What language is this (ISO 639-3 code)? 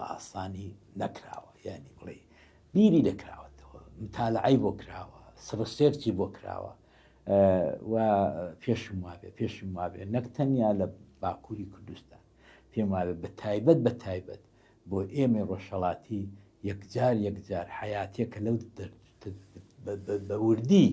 ckb